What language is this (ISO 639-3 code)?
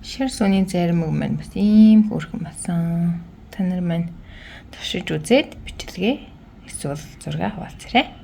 mon